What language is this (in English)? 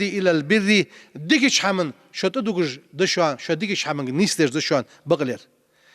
Ingush